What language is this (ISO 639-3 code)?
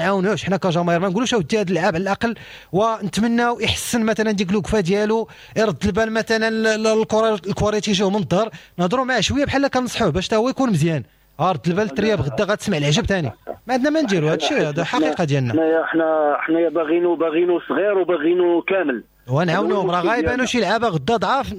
ary